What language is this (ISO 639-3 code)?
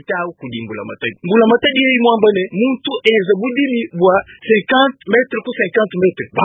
lua